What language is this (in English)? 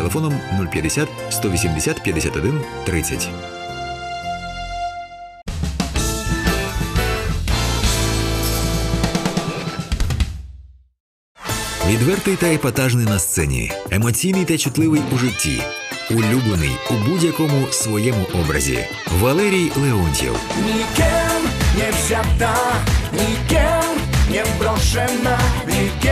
Ukrainian